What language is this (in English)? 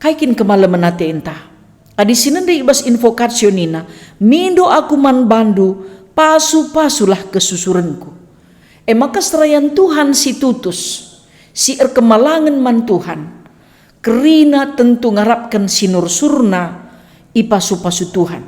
Batak Karo